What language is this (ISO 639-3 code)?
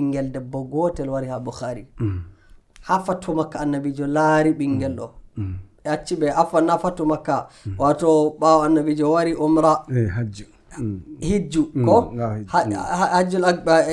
fuv